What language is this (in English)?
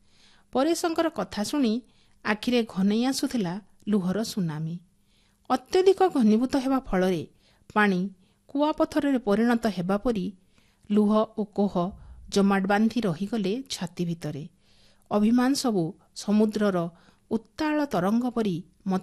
Odia